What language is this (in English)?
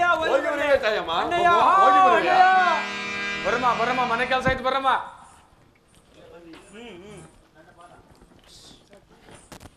Kannada